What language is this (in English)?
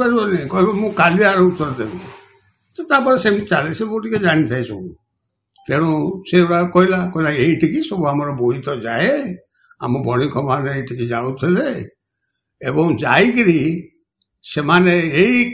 Odia